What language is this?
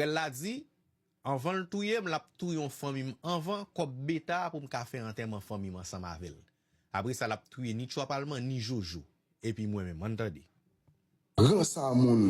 Haitian Creole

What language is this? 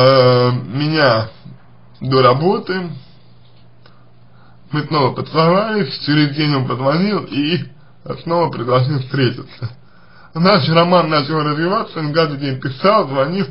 Russian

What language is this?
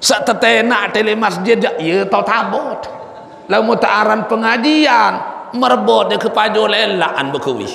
Sasak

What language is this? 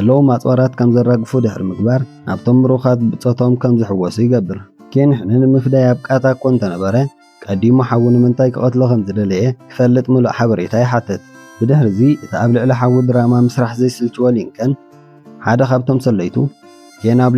Tigrinya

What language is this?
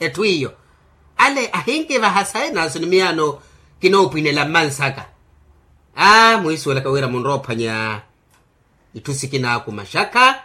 Makhuwa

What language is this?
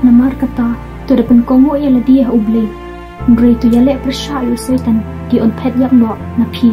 Khasi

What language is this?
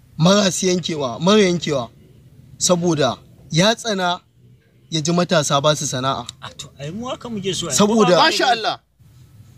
Hausa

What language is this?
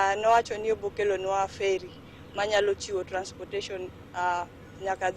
Luo (Kenya and Tanzania)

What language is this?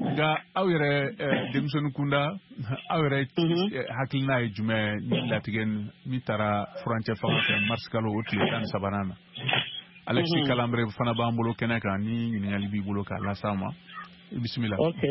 Bambara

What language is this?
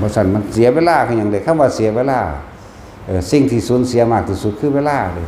Northeastern Thai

